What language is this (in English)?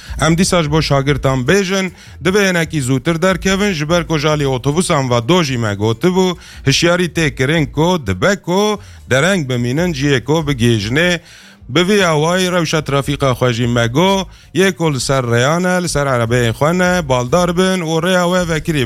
Kurdish